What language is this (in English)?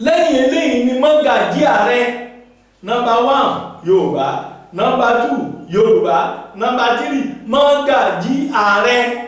Yoruba